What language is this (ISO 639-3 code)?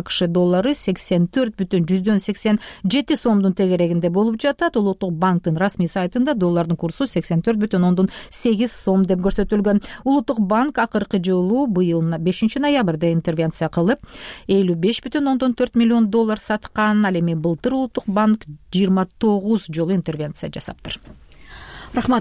kir